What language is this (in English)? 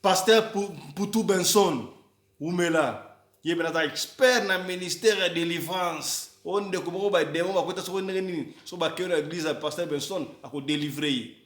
Lingala